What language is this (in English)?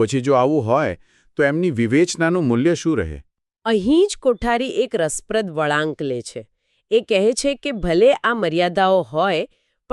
Gujarati